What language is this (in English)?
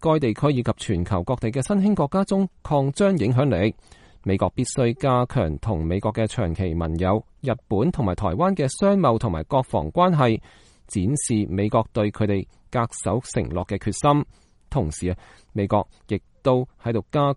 Cantonese